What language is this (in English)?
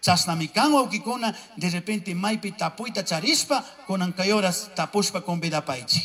Chimborazo Highland Quichua